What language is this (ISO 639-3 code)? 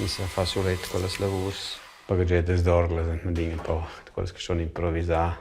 roh